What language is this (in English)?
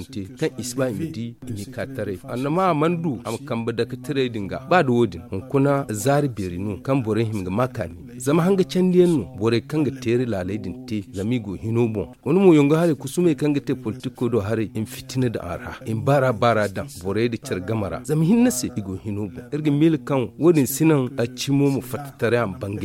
Zarma